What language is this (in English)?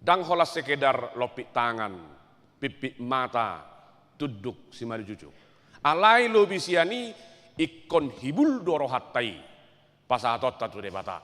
Batak Toba